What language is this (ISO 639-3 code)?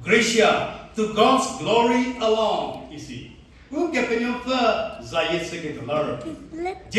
njm